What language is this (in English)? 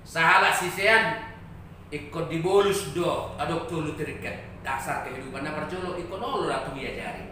Batak Toba